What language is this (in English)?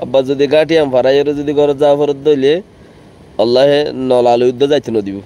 Rohingya